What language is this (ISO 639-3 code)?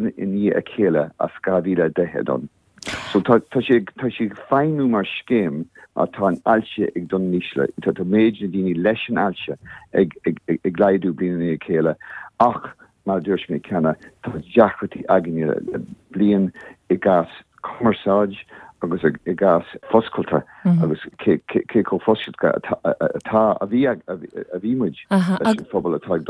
gle